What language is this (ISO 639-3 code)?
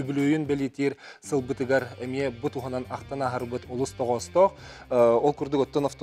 sah